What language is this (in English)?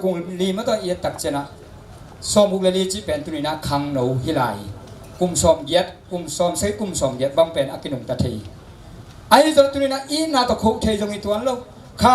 Tedim Chin